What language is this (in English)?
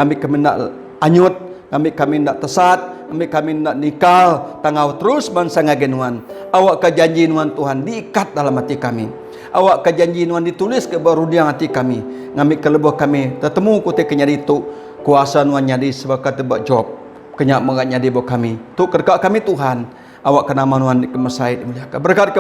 Iban